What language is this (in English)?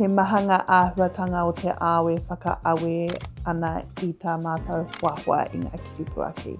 Māori